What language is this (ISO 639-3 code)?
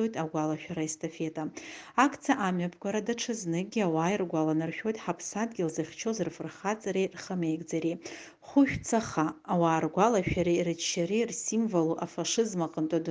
abk